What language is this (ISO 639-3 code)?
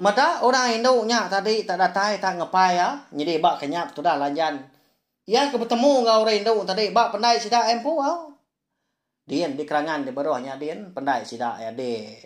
iba